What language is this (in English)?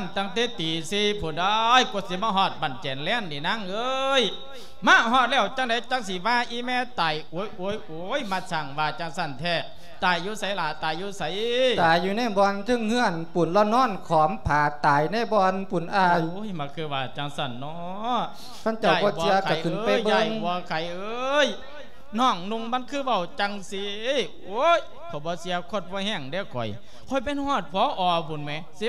Lao